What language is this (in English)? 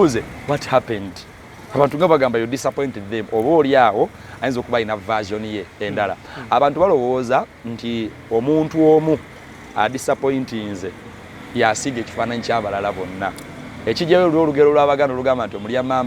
Ganda